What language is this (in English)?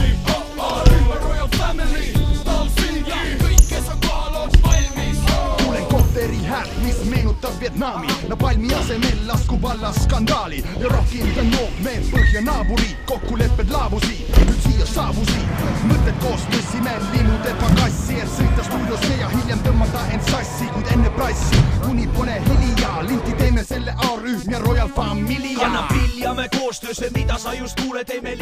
Estonian